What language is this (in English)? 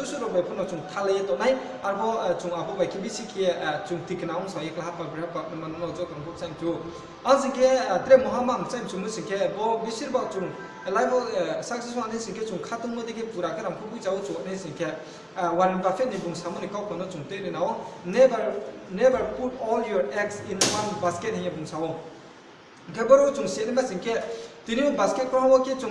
Riang (India)